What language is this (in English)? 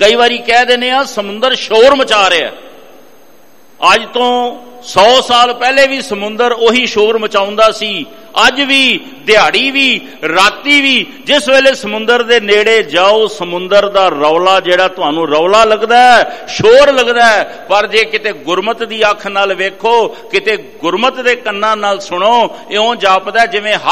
Punjabi